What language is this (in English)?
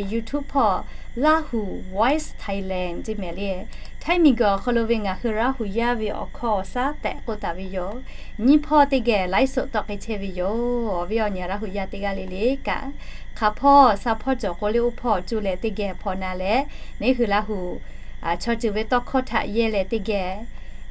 Lahu